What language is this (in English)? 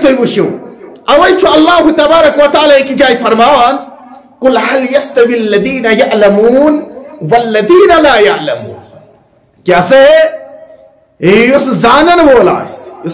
Kashmiri